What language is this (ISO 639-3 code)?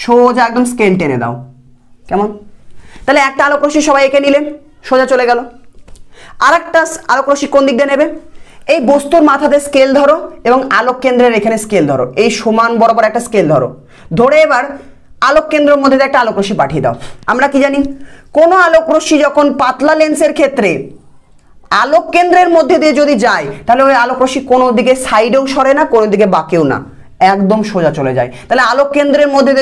ben